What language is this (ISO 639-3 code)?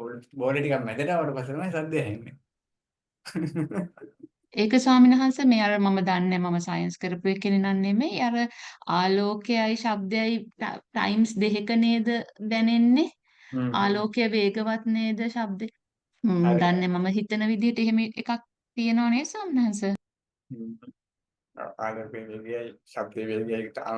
sin